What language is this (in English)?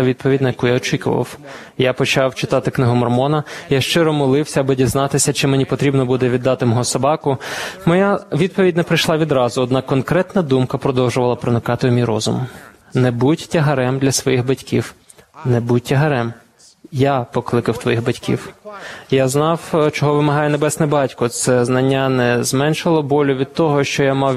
Ukrainian